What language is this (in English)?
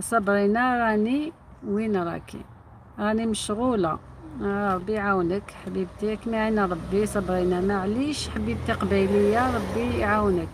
Algerian Arabic